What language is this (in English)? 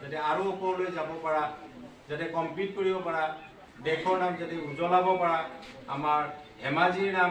Assamese